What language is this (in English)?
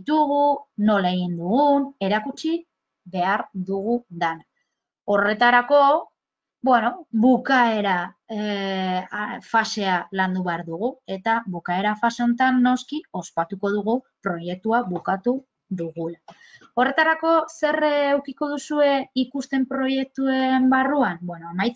Basque